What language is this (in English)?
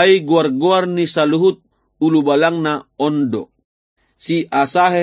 Batak Toba